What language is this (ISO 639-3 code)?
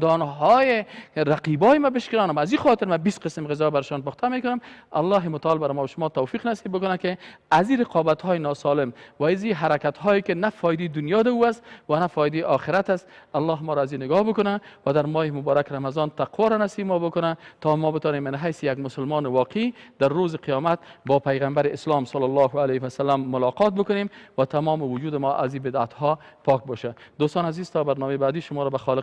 fas